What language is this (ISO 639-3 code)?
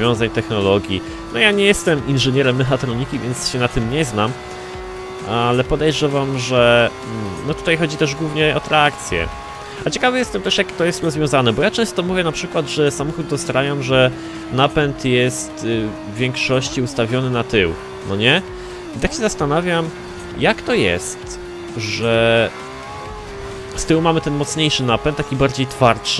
pol